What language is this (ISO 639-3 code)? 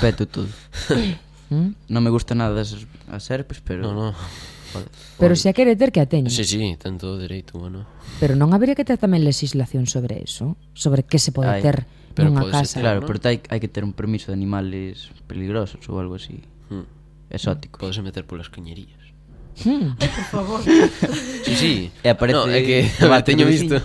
glg